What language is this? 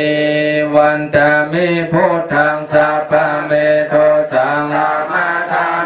Pali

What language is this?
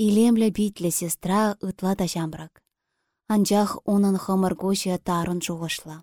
Chuvash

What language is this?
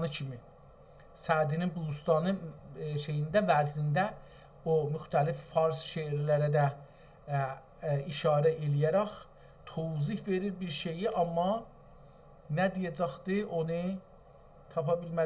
South Azerbaijani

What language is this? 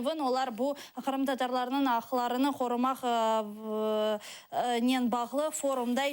Crimean Tatar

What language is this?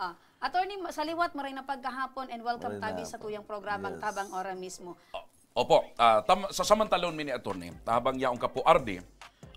Bikol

